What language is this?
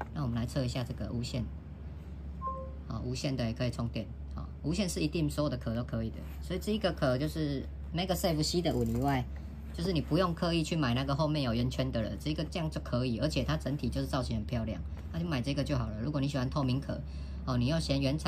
Chinese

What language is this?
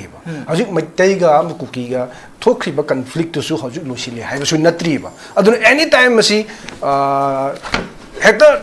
Manipuri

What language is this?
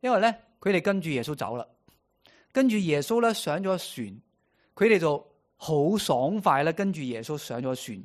Cantonese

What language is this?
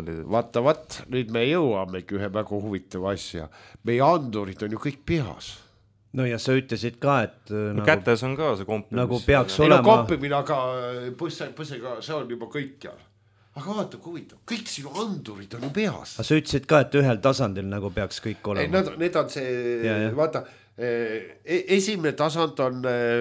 Estonian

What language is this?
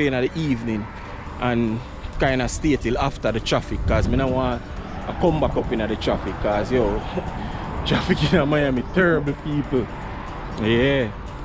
Jamaican Creole English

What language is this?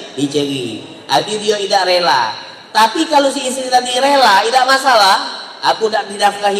Musi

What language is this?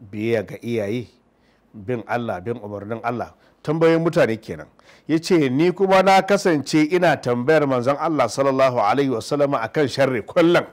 Hausa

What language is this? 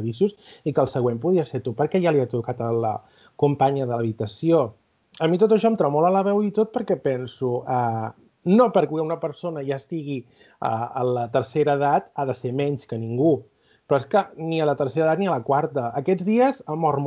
Catalan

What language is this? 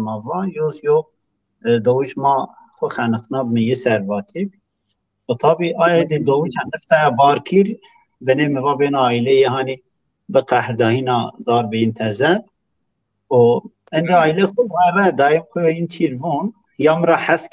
Zaza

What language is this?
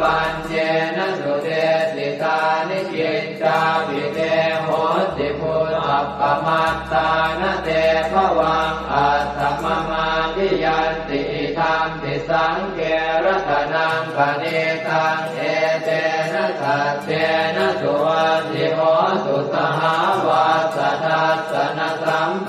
Pali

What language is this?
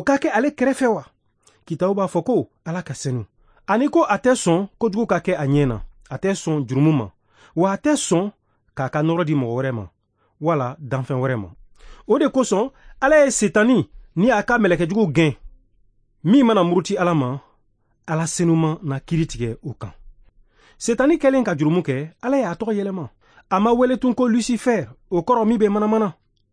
Bambara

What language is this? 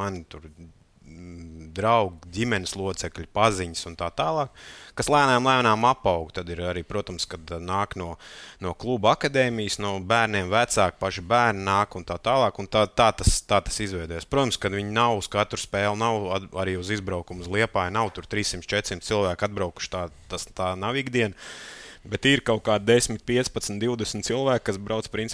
Latvian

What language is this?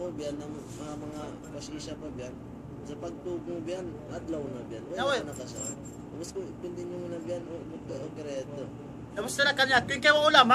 Tausug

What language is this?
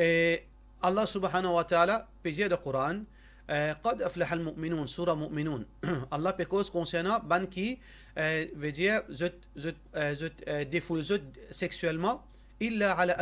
Morisyen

